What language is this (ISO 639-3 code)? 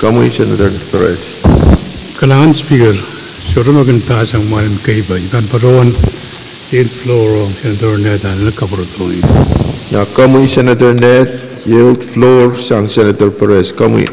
pon